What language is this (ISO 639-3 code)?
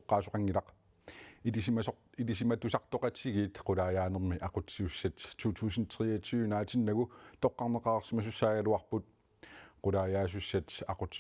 kal